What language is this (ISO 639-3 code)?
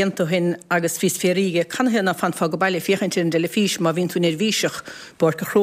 gle